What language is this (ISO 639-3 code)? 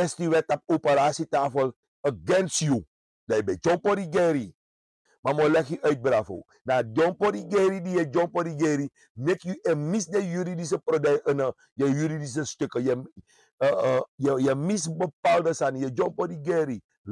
srn